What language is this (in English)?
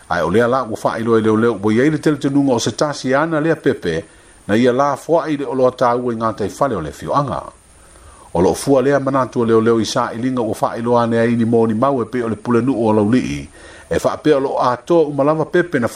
Samoan